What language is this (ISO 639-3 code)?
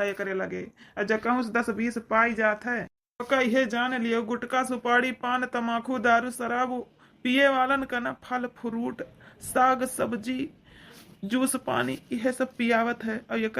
awa